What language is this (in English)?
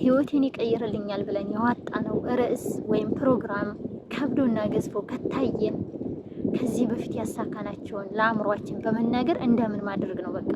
Amharic